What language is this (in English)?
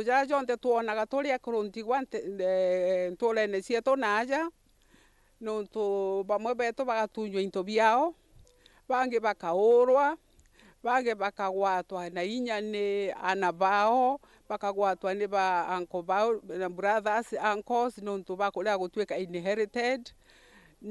Meru